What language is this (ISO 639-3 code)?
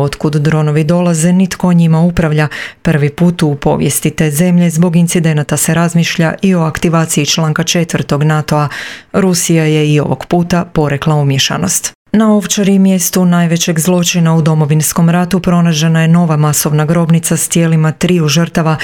hrv